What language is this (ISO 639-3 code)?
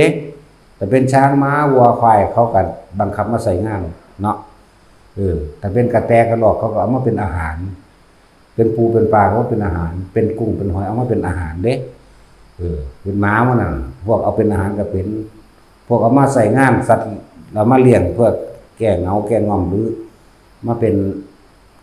tts